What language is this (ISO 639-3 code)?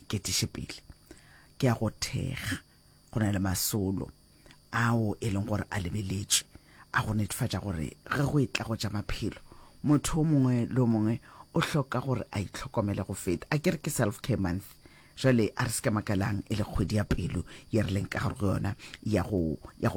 nso